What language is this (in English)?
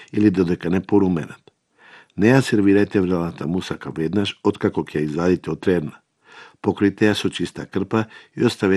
Macedonian